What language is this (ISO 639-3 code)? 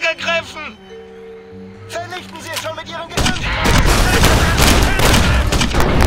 deu